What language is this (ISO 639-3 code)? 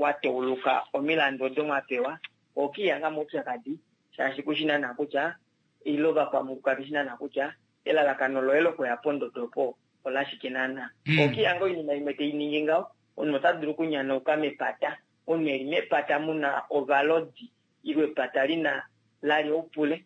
kua